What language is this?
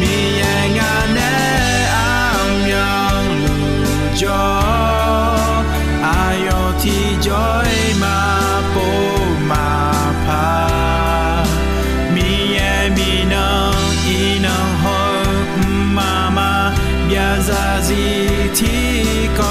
Akha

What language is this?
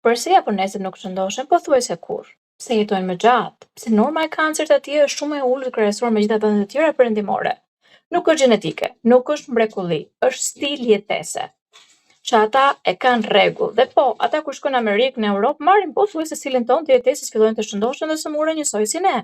Albanian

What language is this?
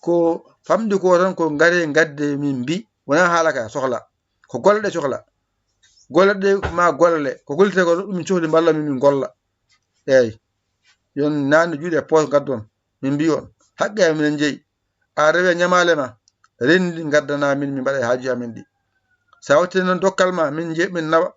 Fula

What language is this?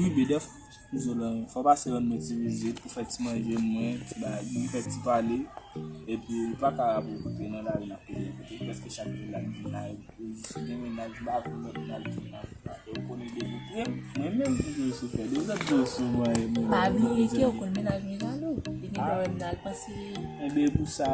Haitian Creole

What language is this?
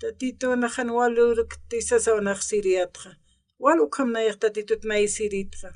Aymara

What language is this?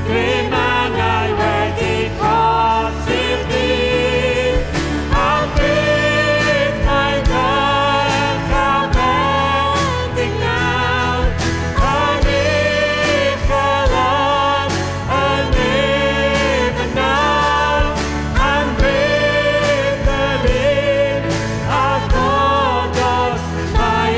Welsh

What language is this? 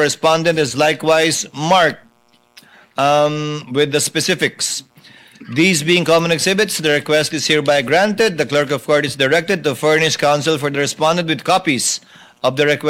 Filipino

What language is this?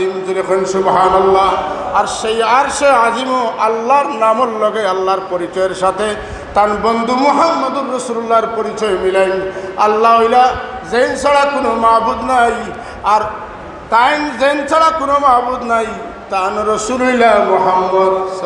Sylheti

